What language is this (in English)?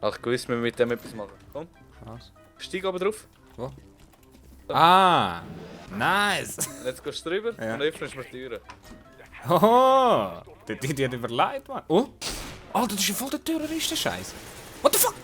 Swiss German